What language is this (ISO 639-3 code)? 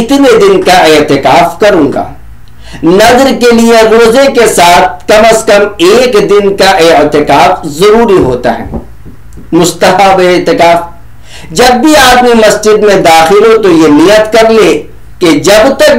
urd